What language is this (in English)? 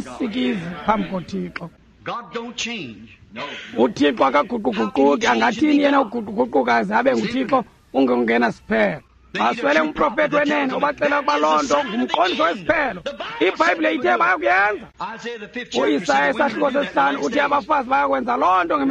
Xhosa